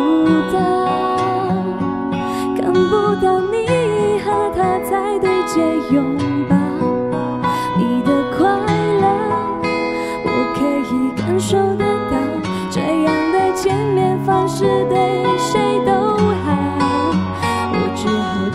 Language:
Chinese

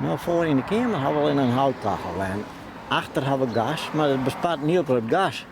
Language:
Western Frisian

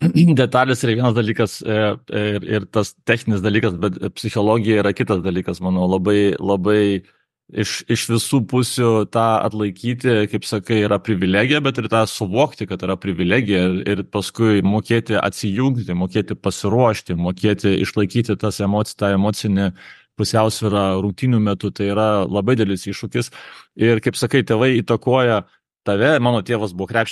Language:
Lithuanian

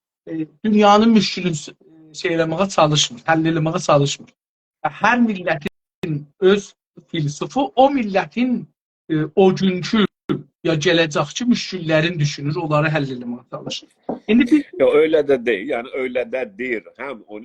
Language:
South Azerbaijani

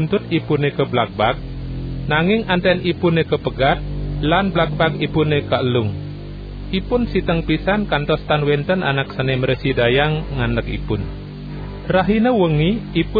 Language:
Balinese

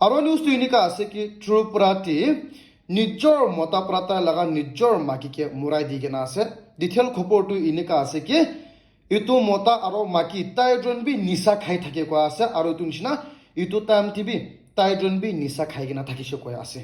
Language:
Naga Pidgin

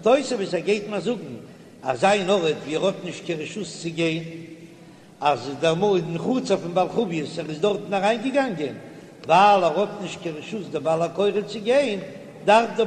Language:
Yiddish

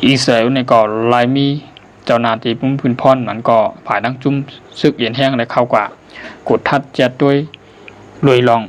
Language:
Shan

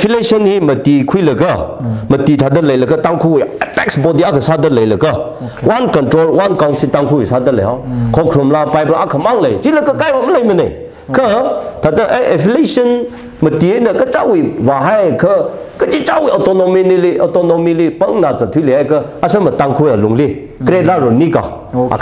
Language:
Tangkhul Naga (India)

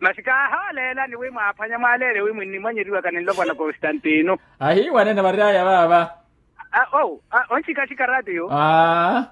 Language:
Makhuwa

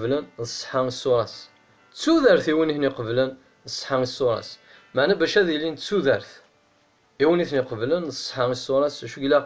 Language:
Kabyle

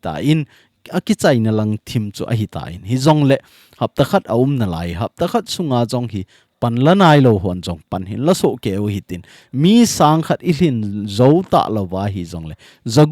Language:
Thado Chin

